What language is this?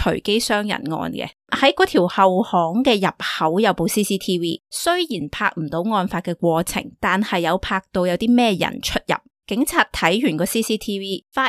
Cantonese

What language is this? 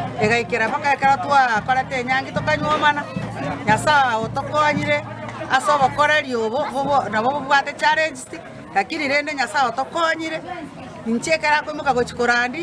Gusii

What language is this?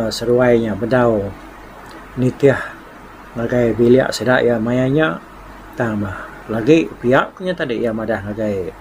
Iban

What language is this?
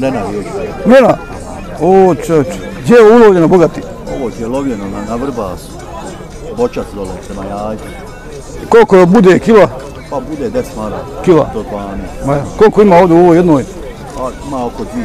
Bosnian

